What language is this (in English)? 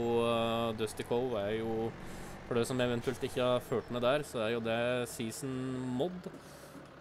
Norwegian